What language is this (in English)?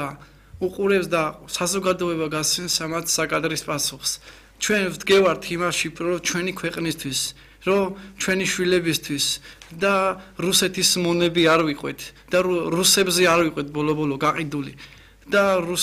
Georgian